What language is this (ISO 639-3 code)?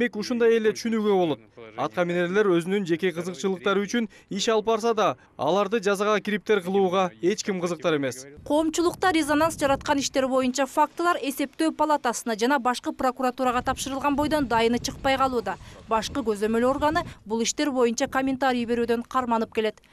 kir